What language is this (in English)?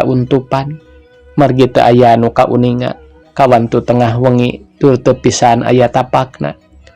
Sundanese